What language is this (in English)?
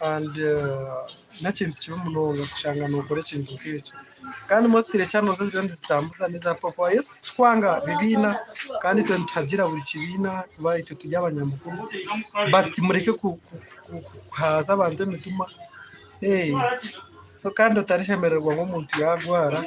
Nyankole